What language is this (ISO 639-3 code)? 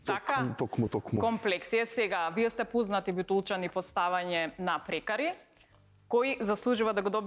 mkd